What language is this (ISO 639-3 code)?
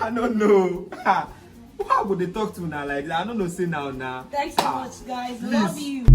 pcm